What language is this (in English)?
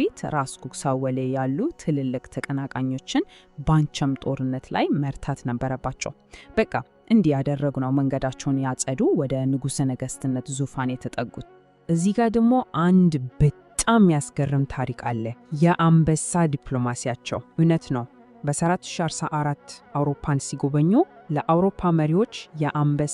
Amharic